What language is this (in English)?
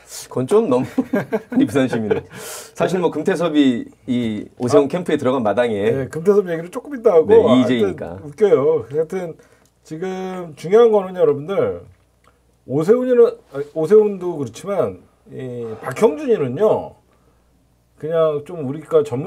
Korean